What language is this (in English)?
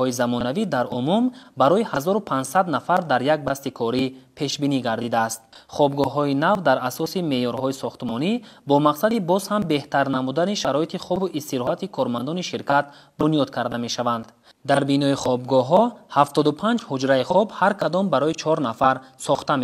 Tajik